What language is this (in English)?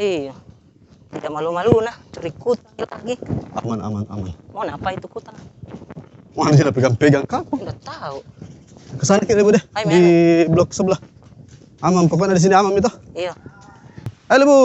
Makassar Malay